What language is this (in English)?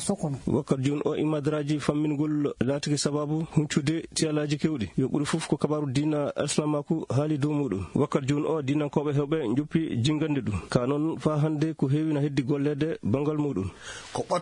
Fula